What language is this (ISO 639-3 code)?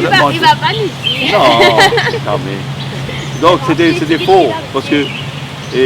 mfe